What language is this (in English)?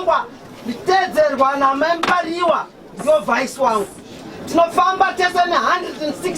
Shona